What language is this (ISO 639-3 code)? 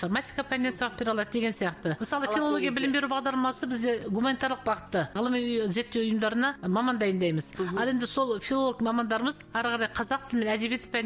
kaz